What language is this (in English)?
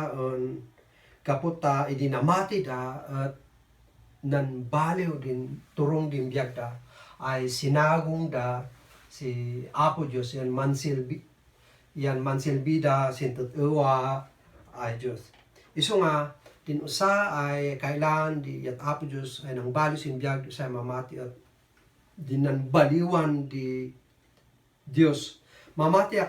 Kankanaey